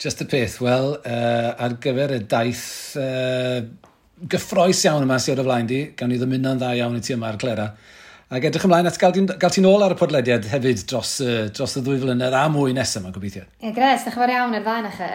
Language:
Welsh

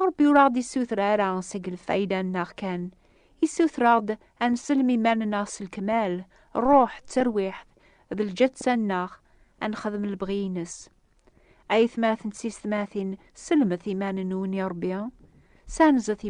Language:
Kabyle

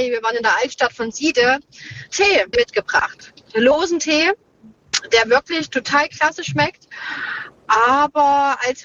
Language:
German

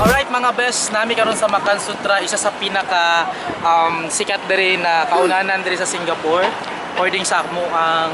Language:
Cebuano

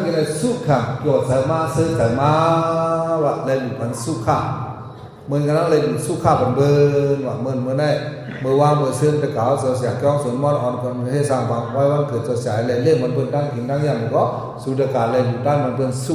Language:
Shan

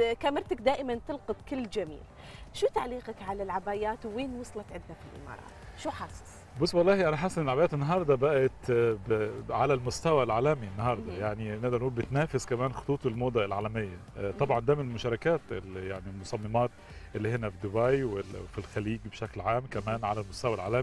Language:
Egyptian Arabic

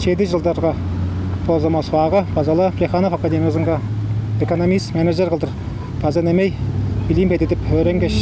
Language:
Tuvinian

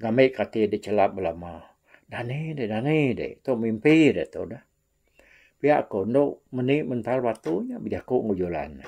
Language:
Iban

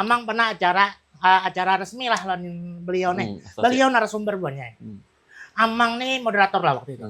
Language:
Banjar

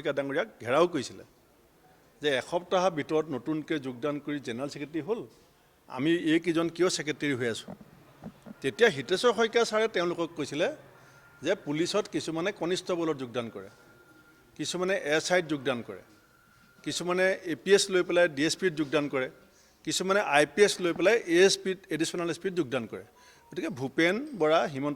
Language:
Assamese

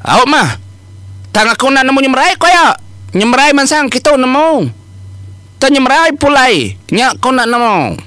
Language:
Iban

